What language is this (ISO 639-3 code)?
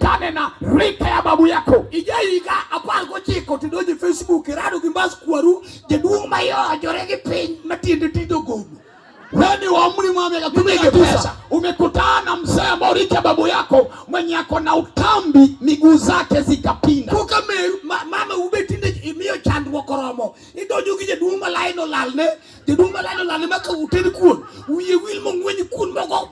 luo